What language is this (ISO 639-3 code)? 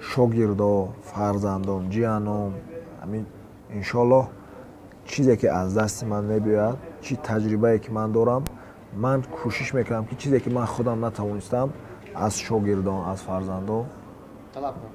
tgk